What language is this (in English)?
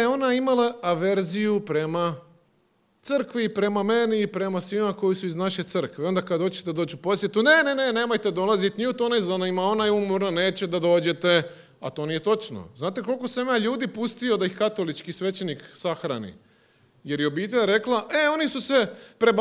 Croatian